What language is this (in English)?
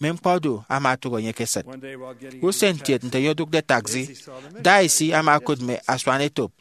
Efik